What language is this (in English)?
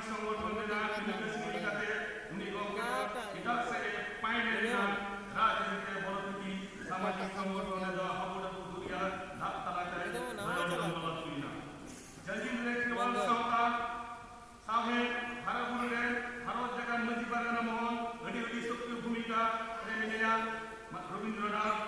Santali